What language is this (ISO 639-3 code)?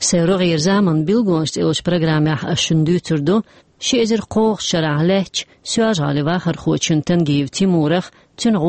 che